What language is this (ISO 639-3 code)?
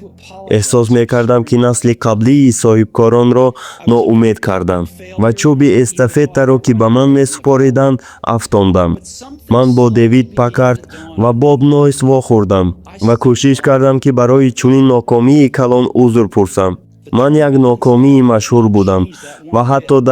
tgk